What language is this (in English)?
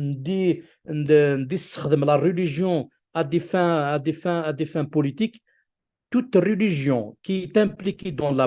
Kabyle